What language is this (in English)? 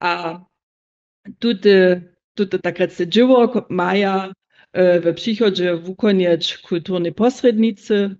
Upper Sorbian